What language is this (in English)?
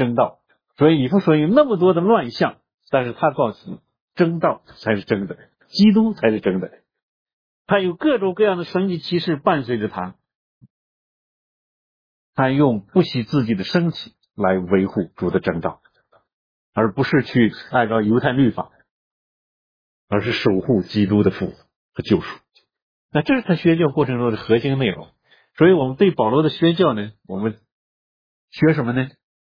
Chinese